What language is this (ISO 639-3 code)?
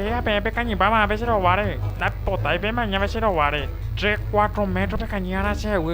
grn